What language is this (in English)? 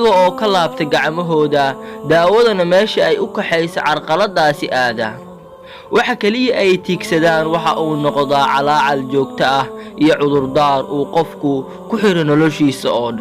Somali